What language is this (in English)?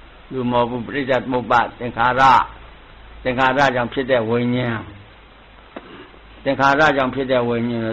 Burmese